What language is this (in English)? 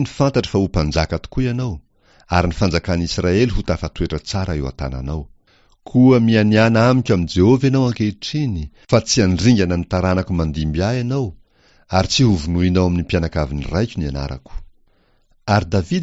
Malagasy